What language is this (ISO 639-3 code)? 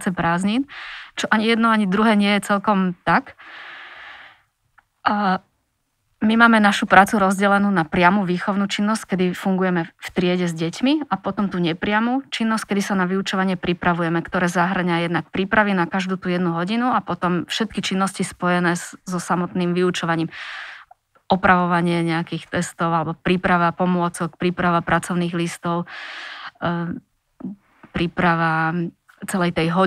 slk